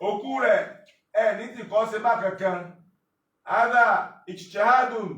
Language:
Yoruba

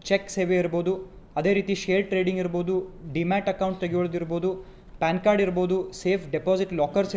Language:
Kannada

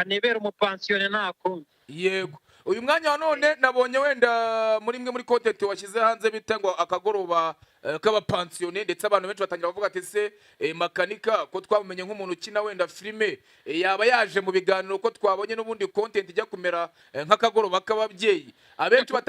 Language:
Kinyarwanda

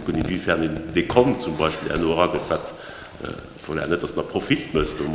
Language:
Luxembourgish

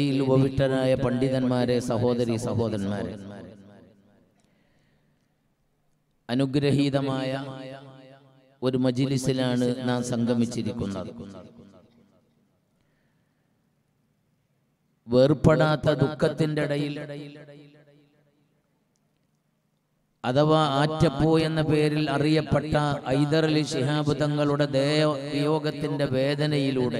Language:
Malayalam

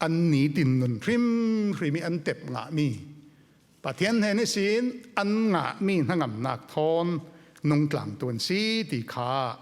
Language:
Falam Chin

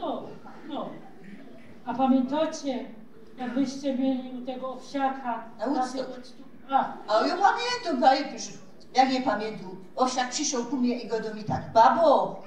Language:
Silesian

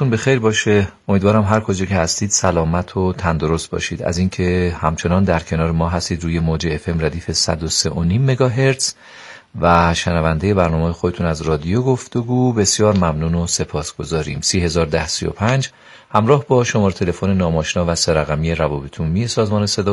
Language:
Persian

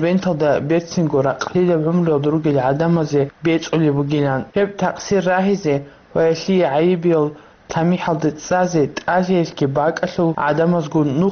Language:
Avaric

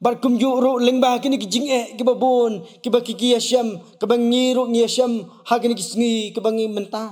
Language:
Khasi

